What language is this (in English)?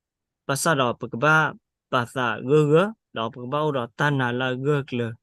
S'gaw Karen